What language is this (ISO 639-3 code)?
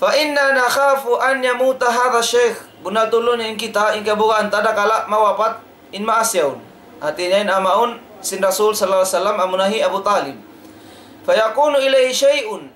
tsg